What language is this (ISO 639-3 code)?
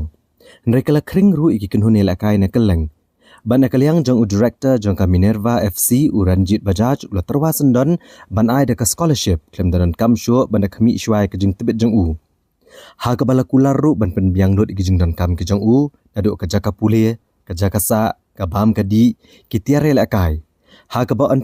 kha